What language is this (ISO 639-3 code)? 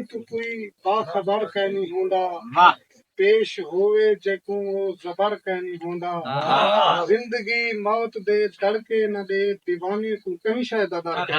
skr